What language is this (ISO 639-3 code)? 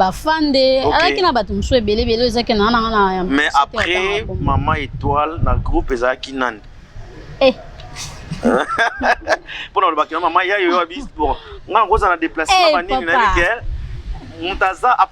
lin